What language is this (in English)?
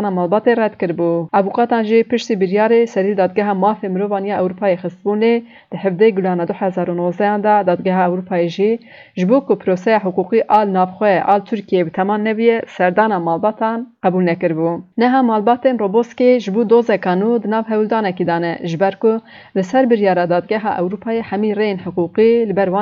Kurdish